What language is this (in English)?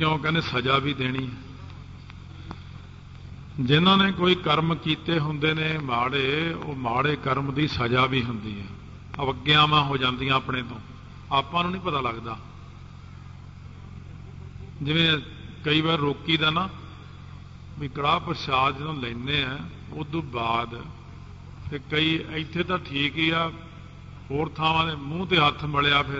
Punjabi